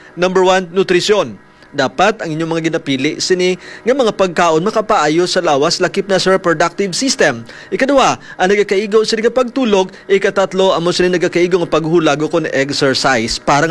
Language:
Hiligaynon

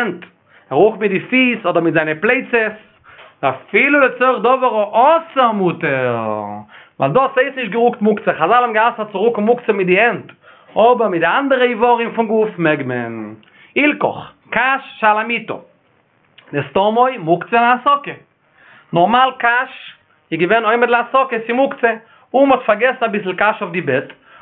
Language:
Yiddish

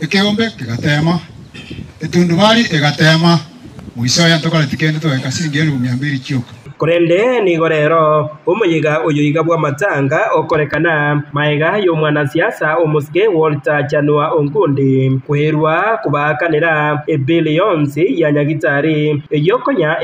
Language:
Gusii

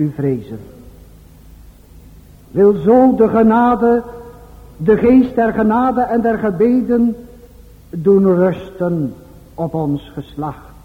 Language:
Dutch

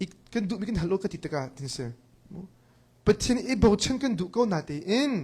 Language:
Hakha Chin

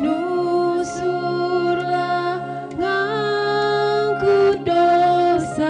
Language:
Batak Karo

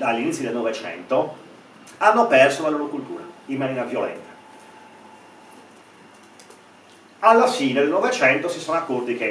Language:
Italian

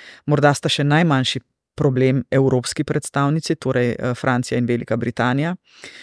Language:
Slovenian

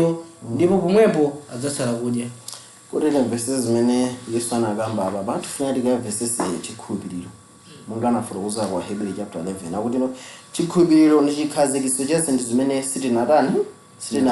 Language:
Nyanja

